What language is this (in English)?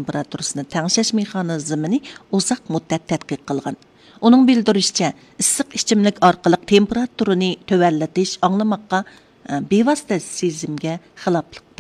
Uyghur